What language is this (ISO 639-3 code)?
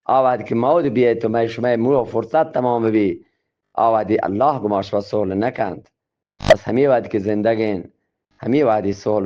bgp